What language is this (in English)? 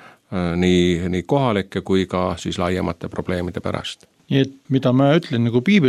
Estonian